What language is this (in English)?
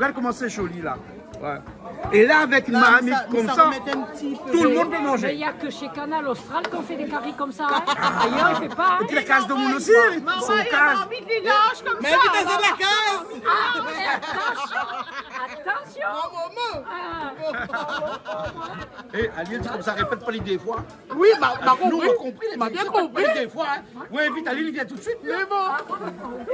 Réunion Creole French